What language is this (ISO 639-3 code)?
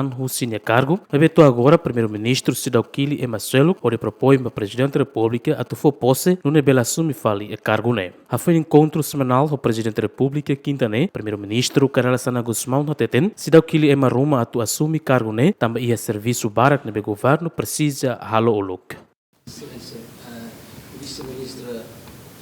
tet